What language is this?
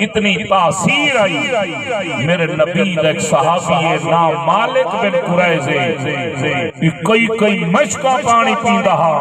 Saraiki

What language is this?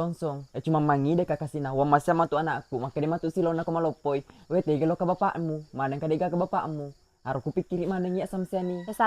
Buginese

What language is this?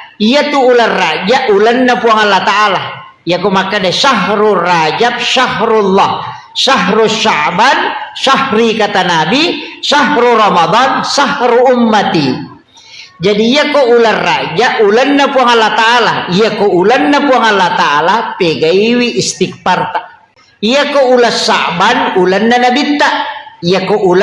Buginese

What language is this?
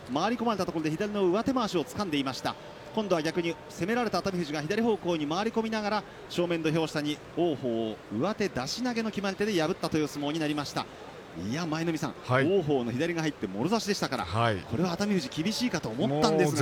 Japanese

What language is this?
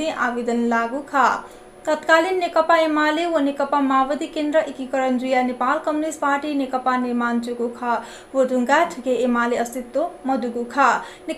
Newari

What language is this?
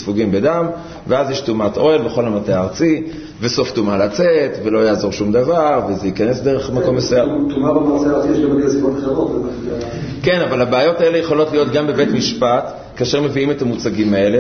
Hebrew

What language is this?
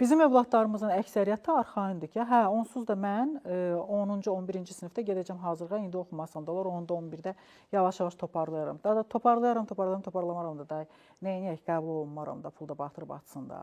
Azerbaijani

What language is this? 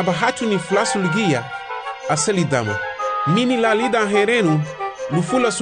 Garifuna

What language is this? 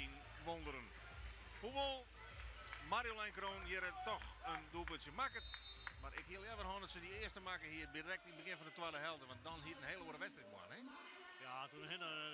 Western Frisian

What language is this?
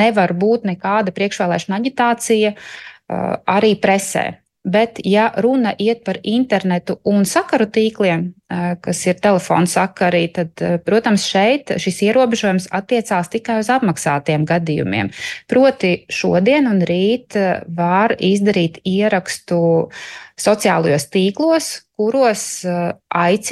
Latvian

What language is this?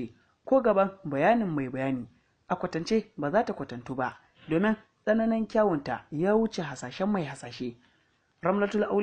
Hausa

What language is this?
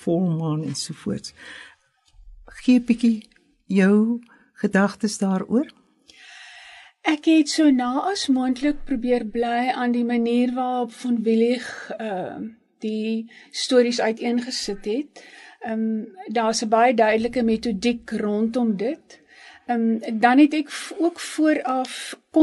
Afrikaans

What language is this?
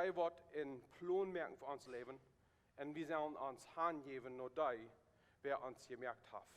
Plautdietsch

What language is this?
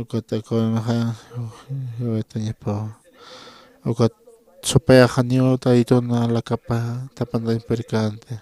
Aymara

